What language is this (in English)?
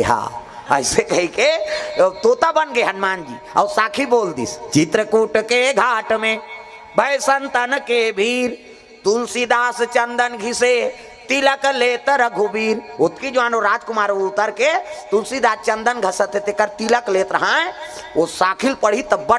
Chhattisgarhi